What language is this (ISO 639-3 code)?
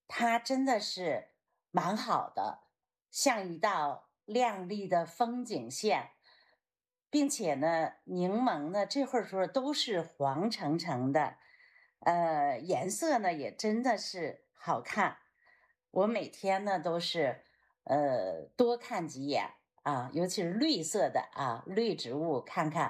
zho